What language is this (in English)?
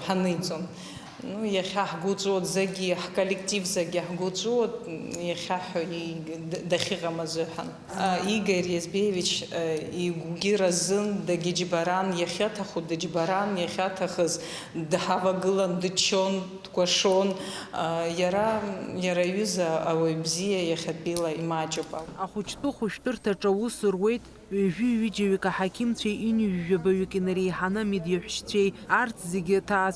Abkhazian